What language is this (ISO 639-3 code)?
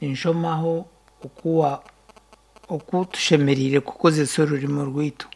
nyn